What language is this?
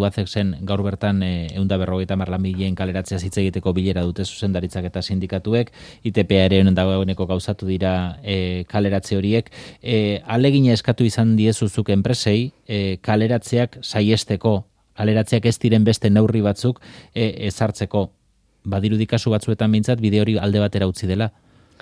Basque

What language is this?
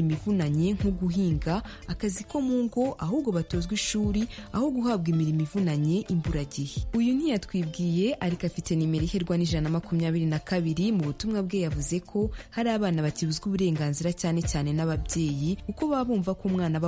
Kinyarwanda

